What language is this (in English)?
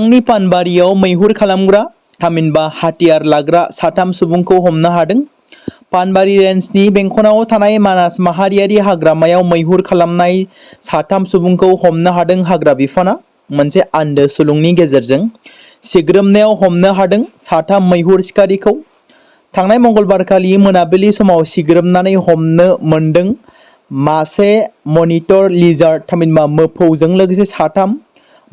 Bodo